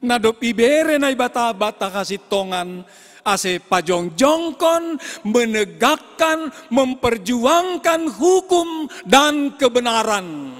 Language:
Batak Simalungun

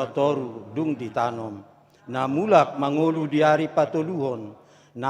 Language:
Batak Toba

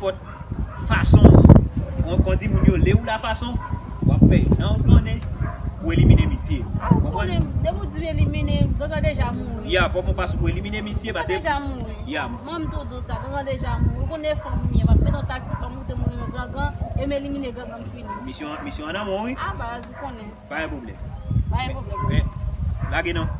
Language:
Haitian Creole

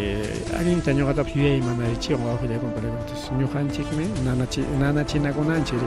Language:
Ayacucho Quechua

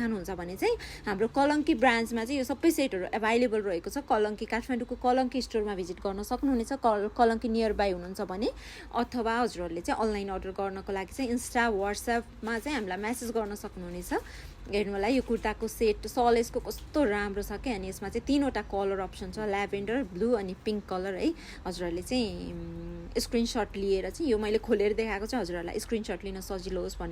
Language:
Nepali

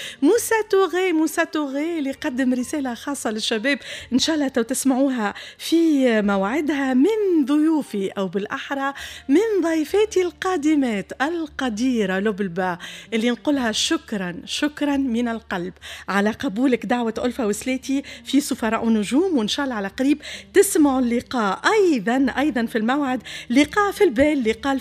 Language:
Tunisian Arabic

